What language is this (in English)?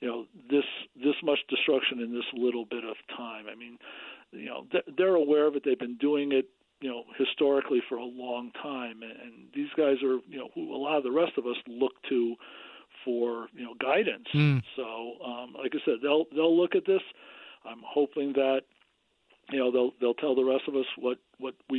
English